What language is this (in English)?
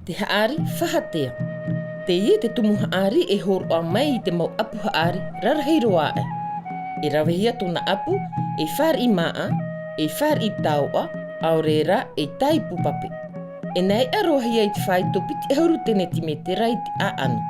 Tahitian